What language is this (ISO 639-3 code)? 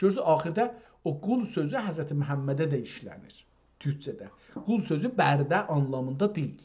azb